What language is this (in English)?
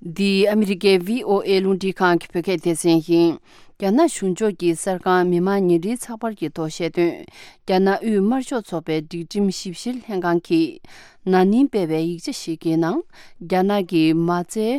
Tibetan